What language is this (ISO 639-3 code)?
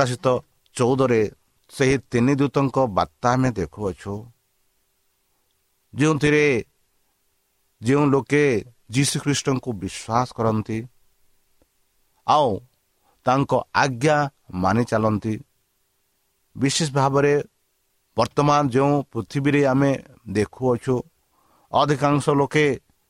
ori